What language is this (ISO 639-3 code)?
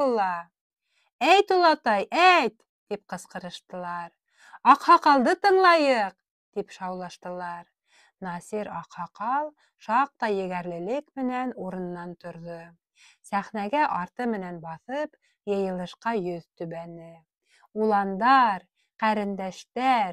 bak